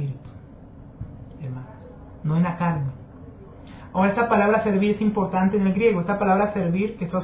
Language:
Spanish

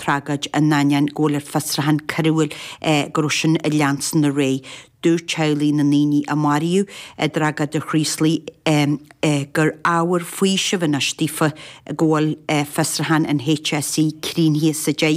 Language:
Irish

